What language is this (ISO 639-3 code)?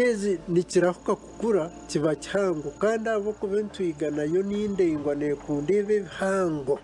nyn